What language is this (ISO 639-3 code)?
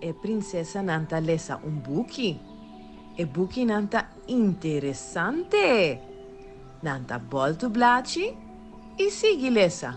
pap